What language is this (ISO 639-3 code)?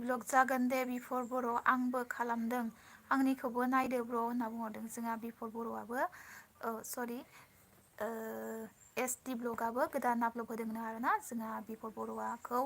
brx